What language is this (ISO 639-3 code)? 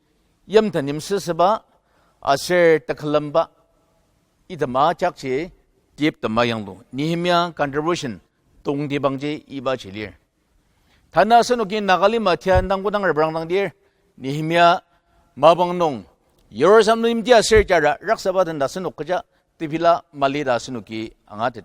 njo